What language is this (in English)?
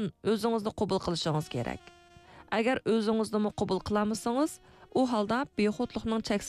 Uyghur